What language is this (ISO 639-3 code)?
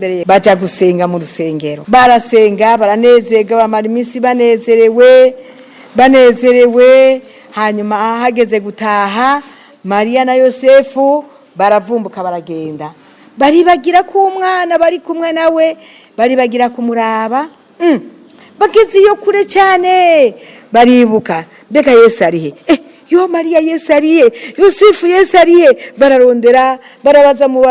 run